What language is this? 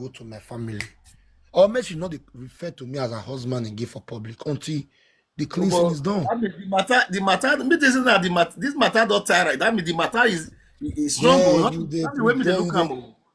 Nigerian Pidgin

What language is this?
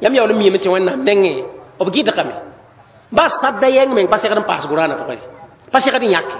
Mossi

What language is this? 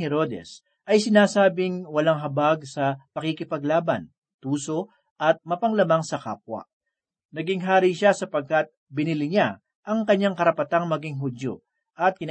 Filipino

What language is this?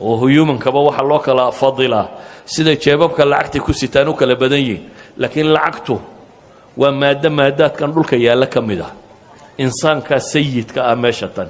Somali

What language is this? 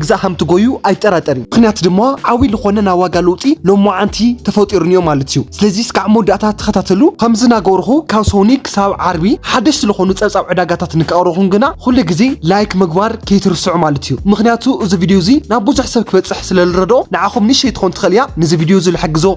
Tigrinya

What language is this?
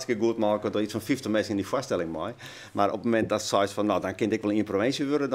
Western Frisian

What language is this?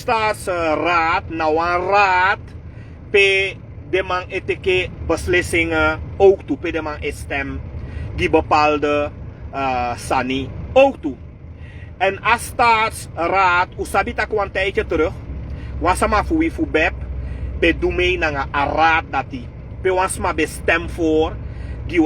Sranan Tongo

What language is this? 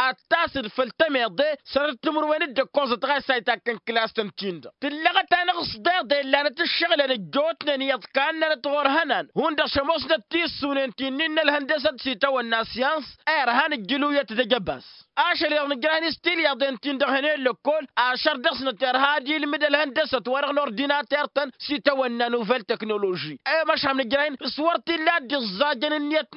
Tamasheq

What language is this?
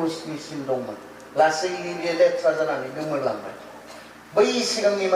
Bodo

